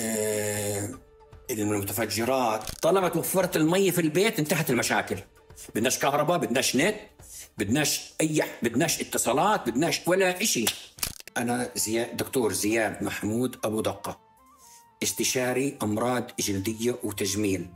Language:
North Levantine Arabic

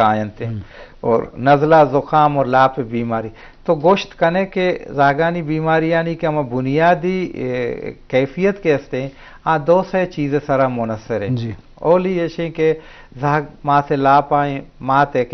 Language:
Baluchi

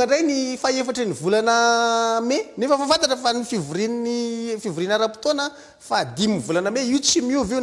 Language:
Malagasy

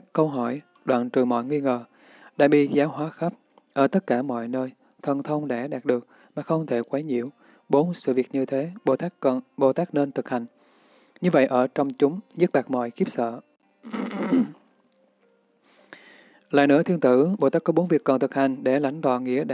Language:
Vietnamese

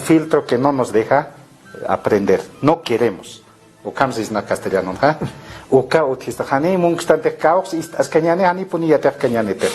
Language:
Aymara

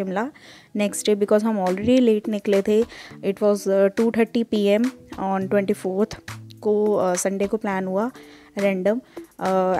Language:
Hindi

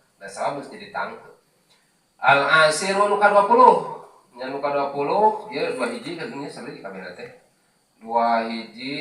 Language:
Sundanese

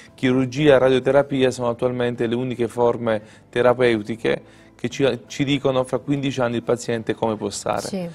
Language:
Italian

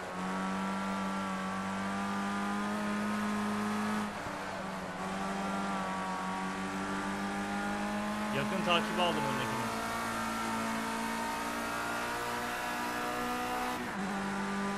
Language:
Turkish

